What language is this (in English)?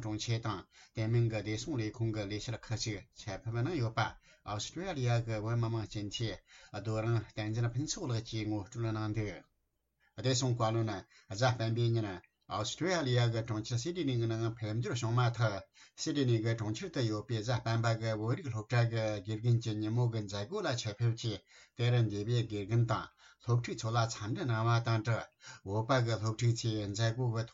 Tibetan